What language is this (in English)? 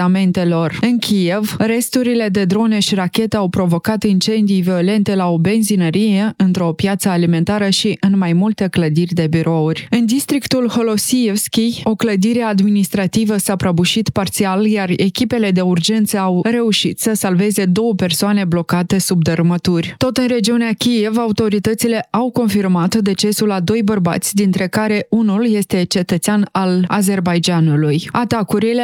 Romanian